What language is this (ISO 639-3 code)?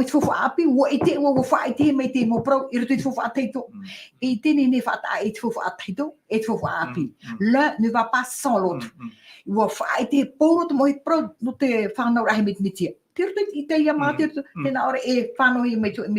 tah